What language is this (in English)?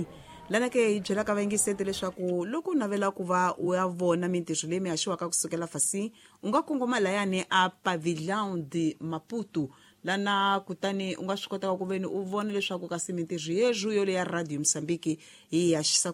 Tsonga